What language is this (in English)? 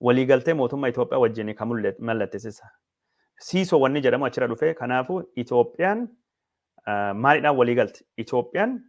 Oromo